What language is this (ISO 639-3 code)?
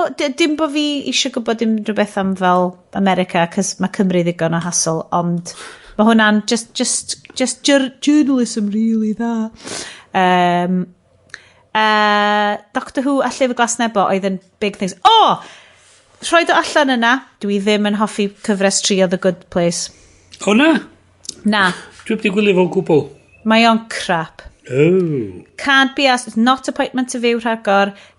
cym